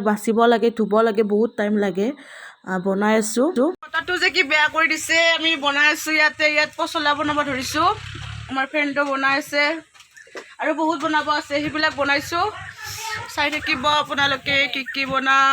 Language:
Assamese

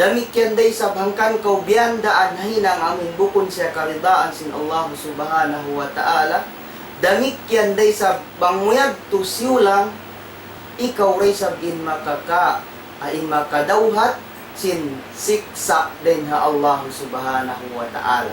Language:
Tausug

